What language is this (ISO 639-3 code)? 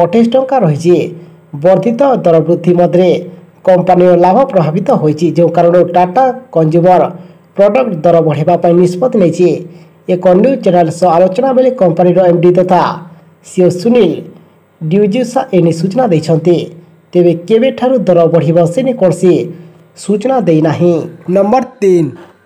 ori